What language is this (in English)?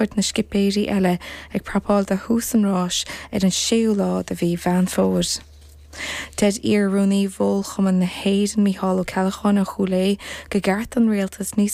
Irish